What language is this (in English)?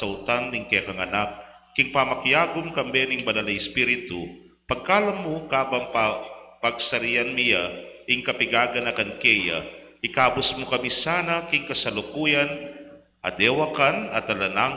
Pampanga